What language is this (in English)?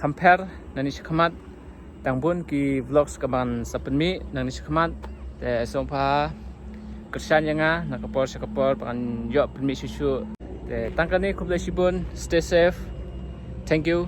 Khasi